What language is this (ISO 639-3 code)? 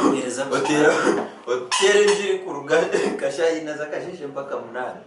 nyn